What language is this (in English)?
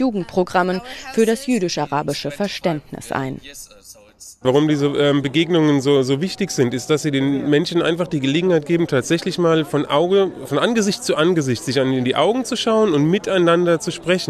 German